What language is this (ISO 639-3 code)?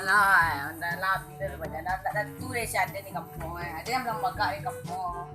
min